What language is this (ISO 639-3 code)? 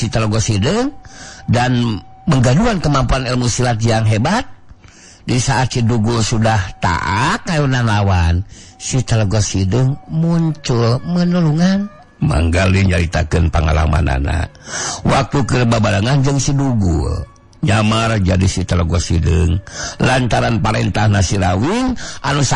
sun